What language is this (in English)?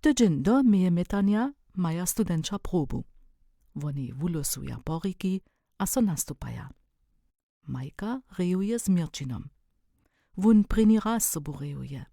Upper Sorbian